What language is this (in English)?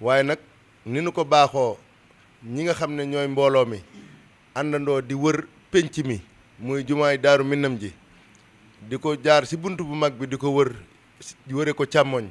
Wolof